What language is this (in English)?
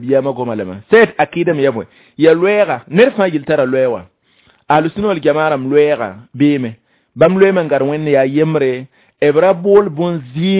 Mossi